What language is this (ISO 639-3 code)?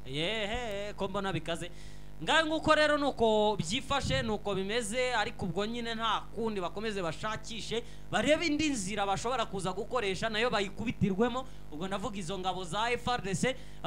kin